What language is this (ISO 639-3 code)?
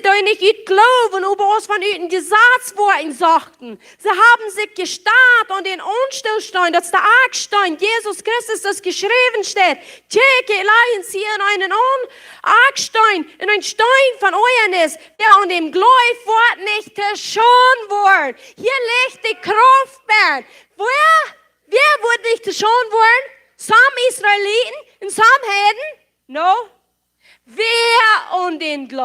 pdt